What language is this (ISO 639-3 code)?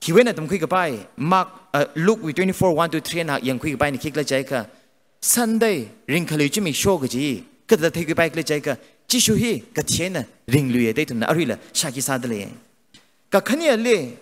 nmf